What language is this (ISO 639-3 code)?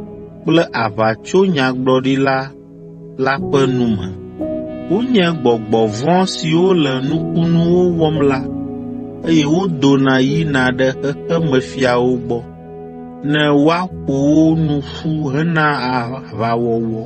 ewe